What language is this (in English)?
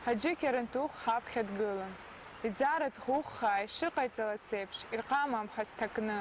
Abkhazian